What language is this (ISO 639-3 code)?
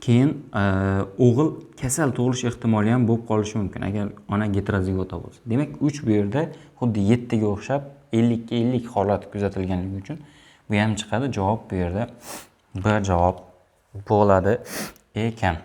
uzb